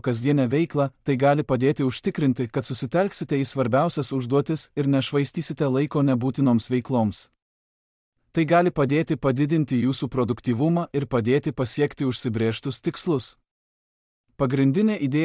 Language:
Lithuanian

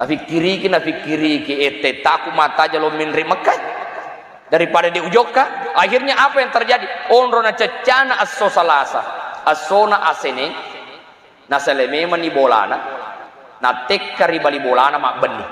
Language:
Buginese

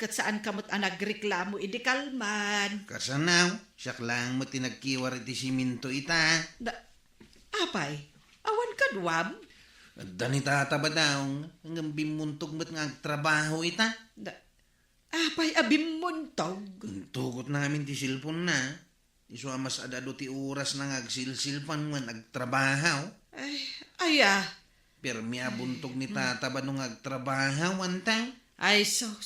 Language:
Iloko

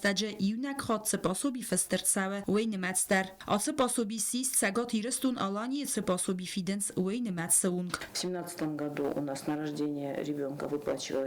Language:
Ossetic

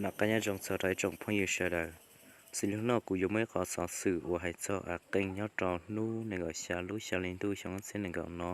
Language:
Hmong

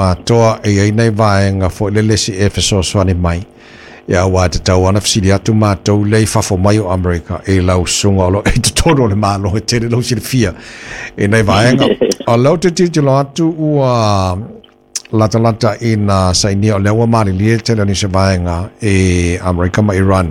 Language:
Samoan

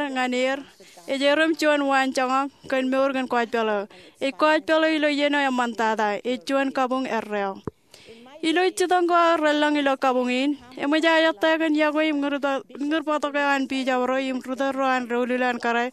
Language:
Marshallese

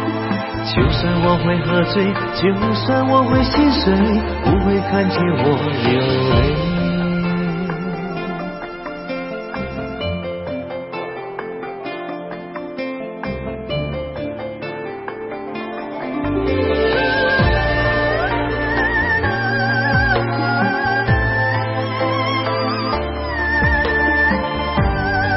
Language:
Chinese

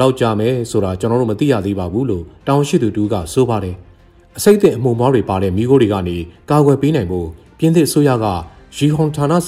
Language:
Burmese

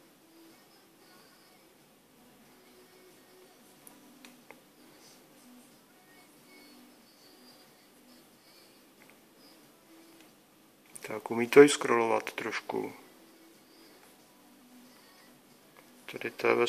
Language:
Czech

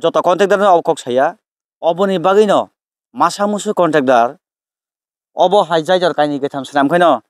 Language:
Kok Borok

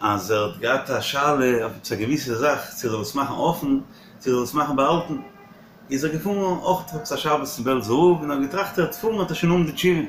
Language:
Yiddish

